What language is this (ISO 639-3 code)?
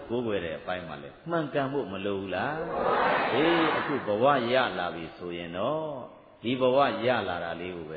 mya